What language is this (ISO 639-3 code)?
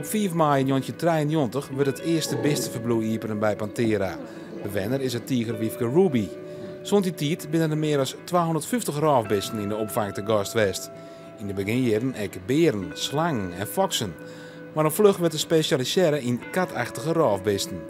fry